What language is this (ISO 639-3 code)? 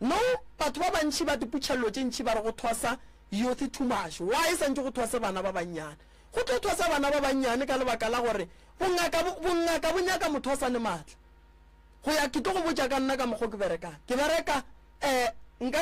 nso